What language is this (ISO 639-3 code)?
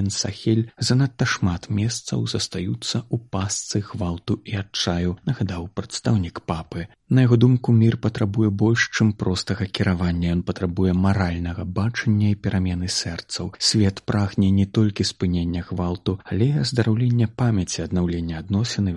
bel